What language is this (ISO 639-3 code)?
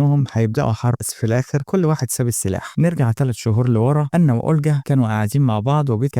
arz